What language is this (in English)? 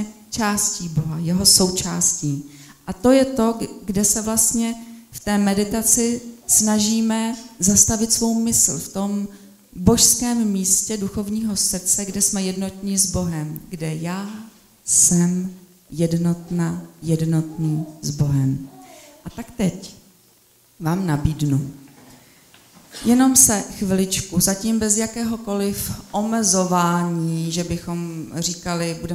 Czech